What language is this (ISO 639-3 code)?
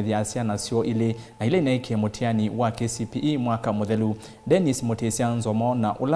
kam